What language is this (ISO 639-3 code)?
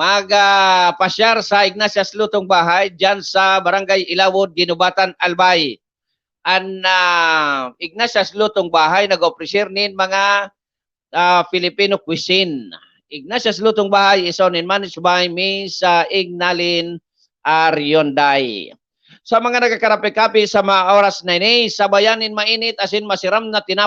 bik